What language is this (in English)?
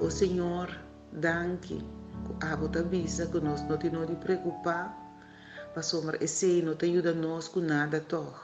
Papiamento